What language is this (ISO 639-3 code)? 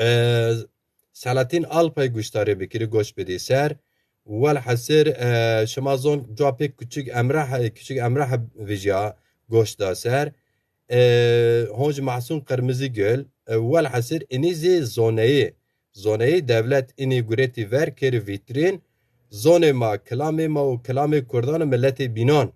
zza